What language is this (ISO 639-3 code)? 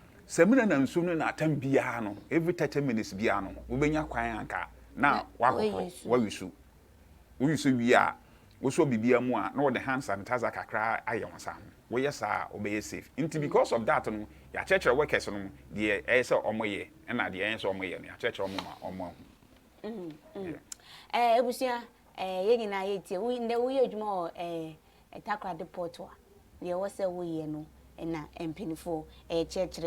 aka